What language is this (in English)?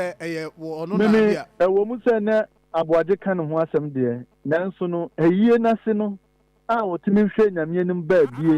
Akan